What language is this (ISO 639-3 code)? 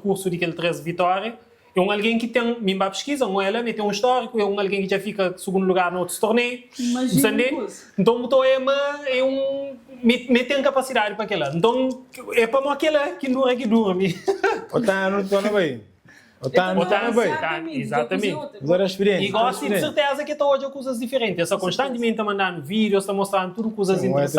kea